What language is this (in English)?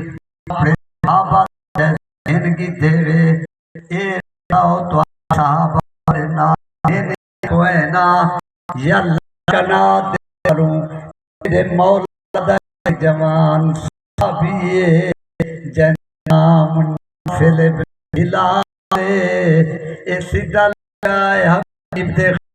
Saraiki